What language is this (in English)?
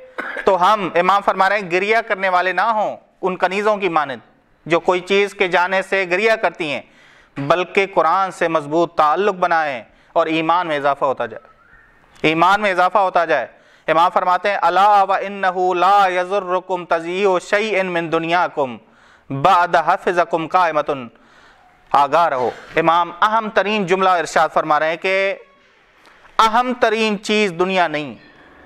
Urdu